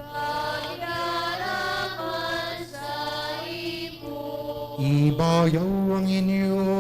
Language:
Hiligaynon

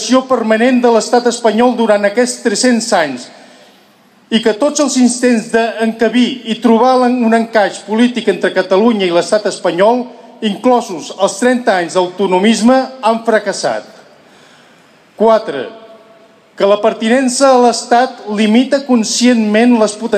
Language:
Catalan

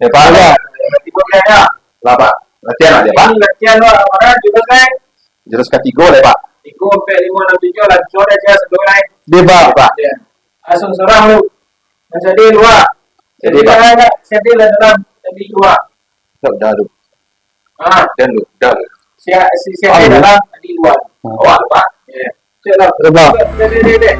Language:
Minangkabau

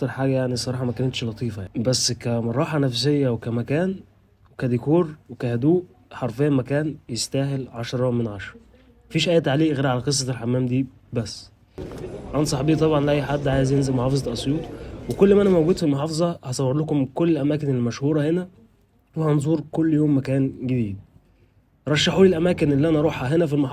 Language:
Egyptian Arabic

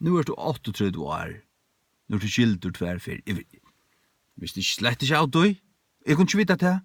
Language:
Faroese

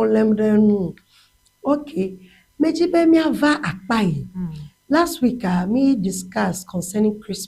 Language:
Ewe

